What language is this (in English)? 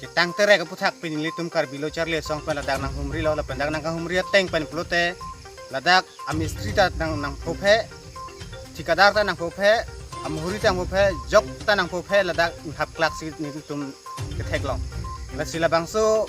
Karbi